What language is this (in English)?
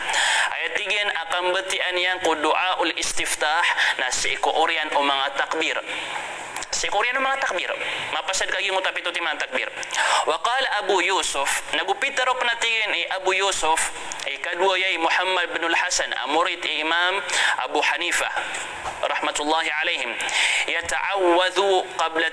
Maranao